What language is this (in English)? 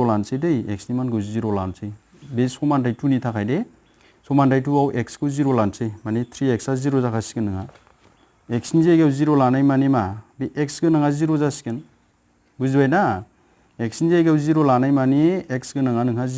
Bodo